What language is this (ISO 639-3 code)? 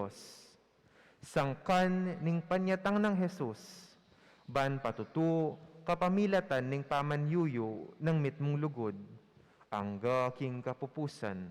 pam